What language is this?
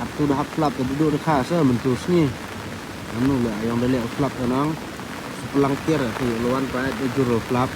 Khasi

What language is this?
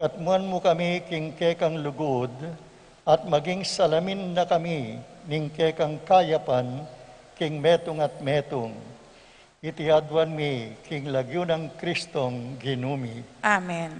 Pampanga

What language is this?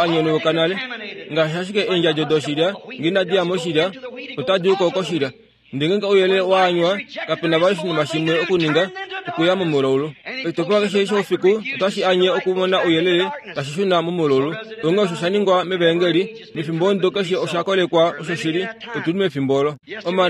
Kuanyama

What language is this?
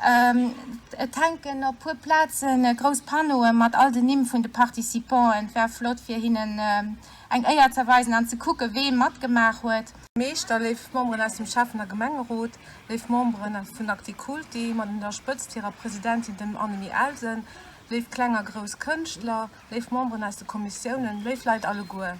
Luxembourgish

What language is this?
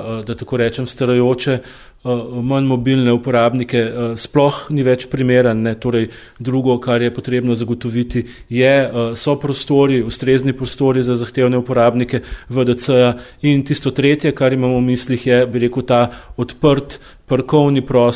Slovenian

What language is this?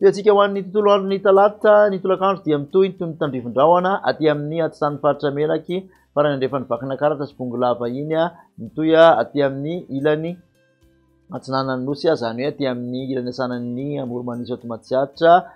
Malagasy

